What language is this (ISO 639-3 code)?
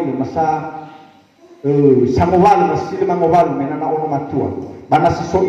nia